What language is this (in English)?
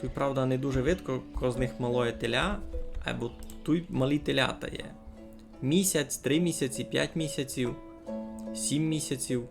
Rusyn